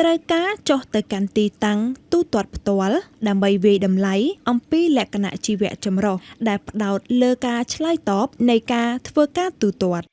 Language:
Khmer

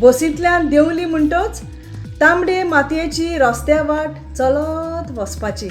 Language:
Konkani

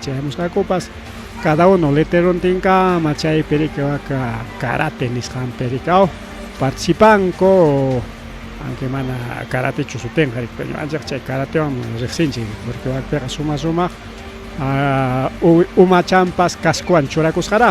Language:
Ayacucho Quechua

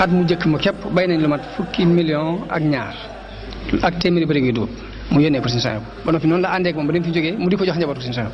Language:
Wolof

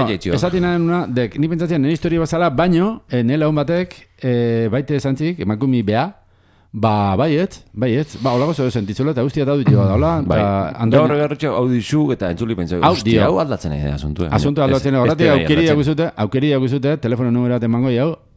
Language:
Basque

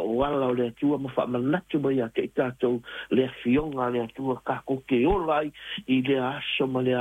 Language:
Samoan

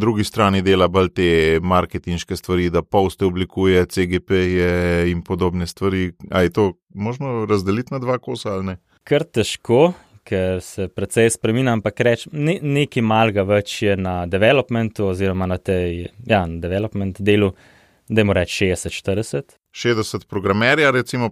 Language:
Slovenian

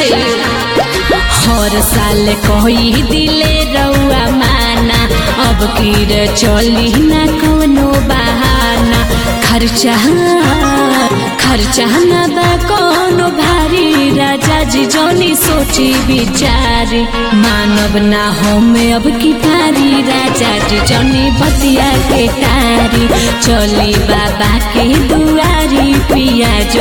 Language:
Bhojpuri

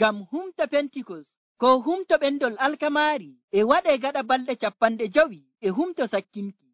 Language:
Nigerian Fulfulde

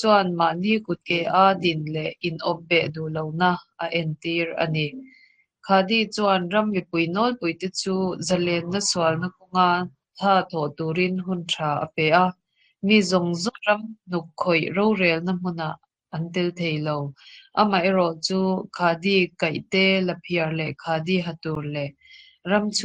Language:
Mizo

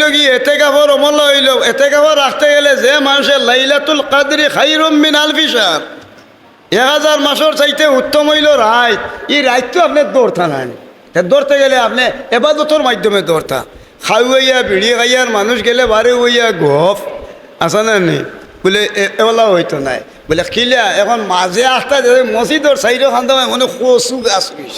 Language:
Sylheti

